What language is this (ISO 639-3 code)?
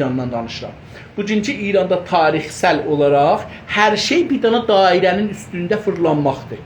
azb